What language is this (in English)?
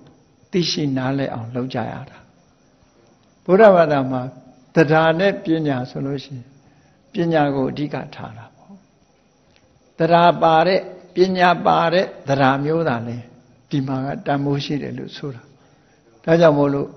Burmese